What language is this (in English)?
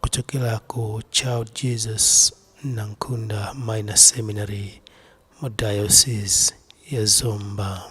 Nyanja